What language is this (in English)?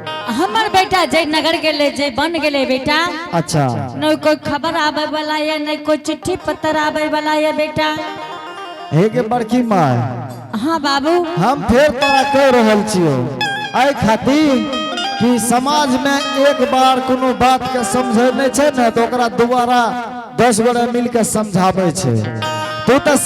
Angika